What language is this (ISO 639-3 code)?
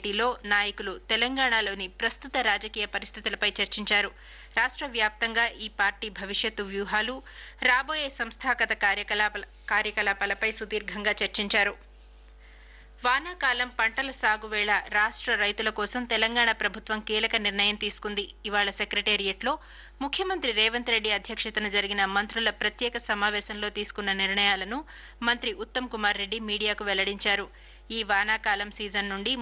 tel